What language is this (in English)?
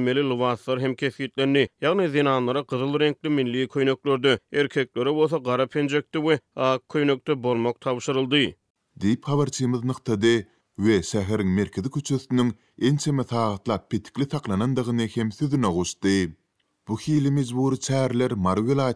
Turkmen